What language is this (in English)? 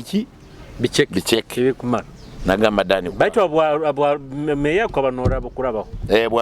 Nyoro